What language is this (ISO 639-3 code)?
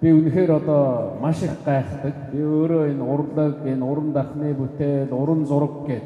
mon